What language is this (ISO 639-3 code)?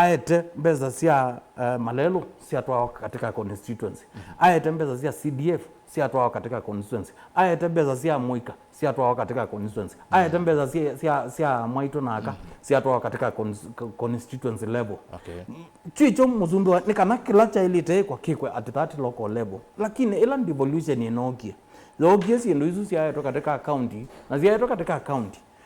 kam